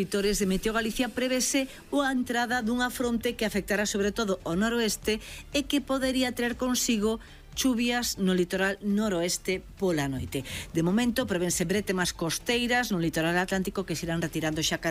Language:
Galician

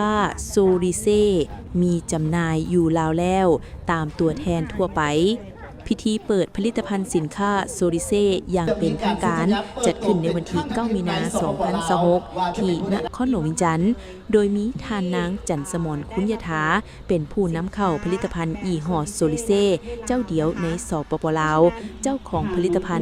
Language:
Lao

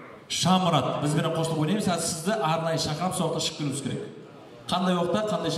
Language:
Kara-Kalpak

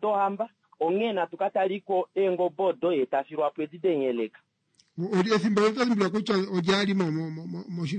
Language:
Kuanyama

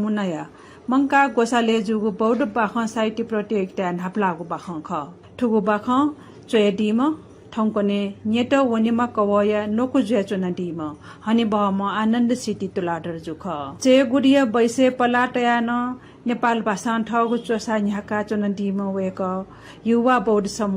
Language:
Newari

